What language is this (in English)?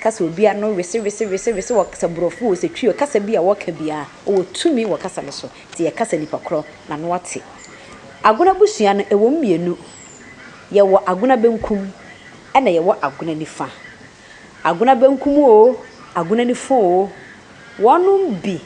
Akan